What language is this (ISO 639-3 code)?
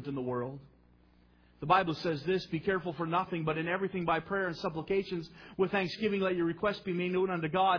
eng